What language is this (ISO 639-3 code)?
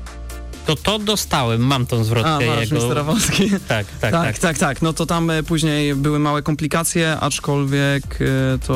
pol